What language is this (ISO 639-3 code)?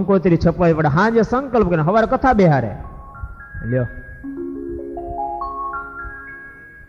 guj